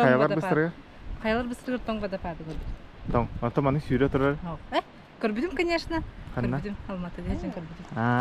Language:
Yakut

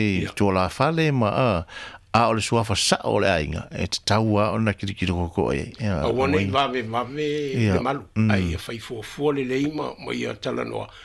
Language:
Samoan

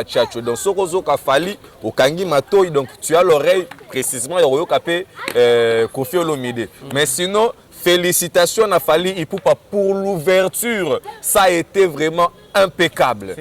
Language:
Lingala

